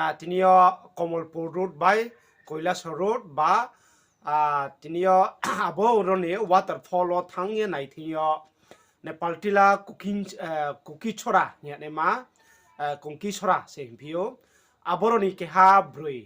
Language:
Riang (India)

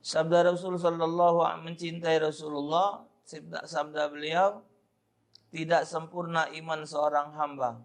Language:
Musi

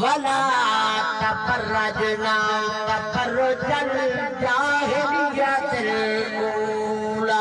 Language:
Saraiki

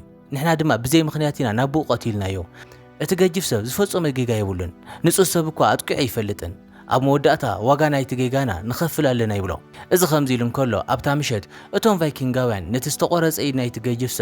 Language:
Tigrinya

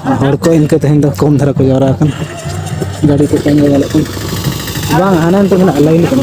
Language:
Santali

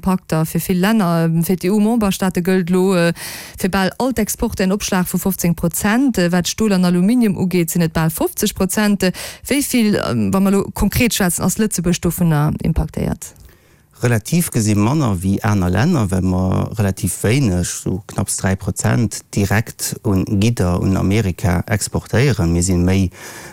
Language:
Luxembourgish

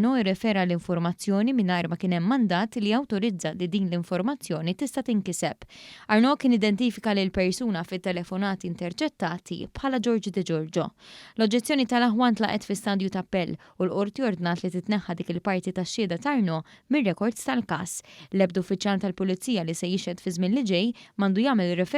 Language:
Maltese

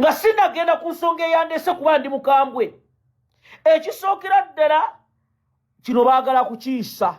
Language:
Ganda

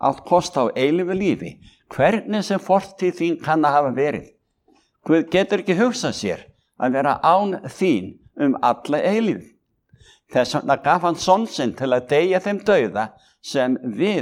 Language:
Icelandic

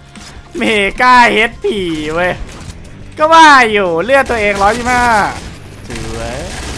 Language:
Thai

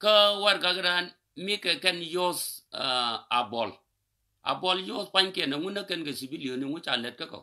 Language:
Nuer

